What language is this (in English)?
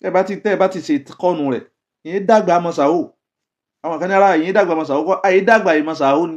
Yoruba